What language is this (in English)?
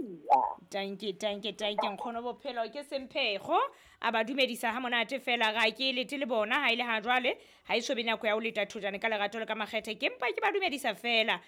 Southern Sotho